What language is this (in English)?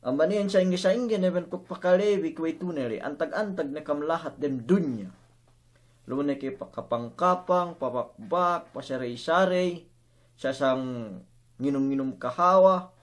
Yakan